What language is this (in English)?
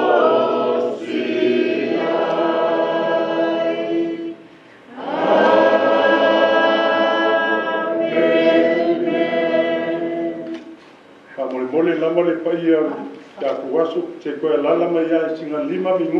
Samoan